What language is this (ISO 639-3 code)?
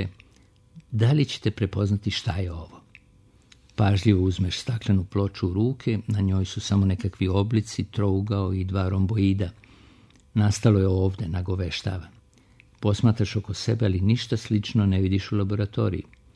srp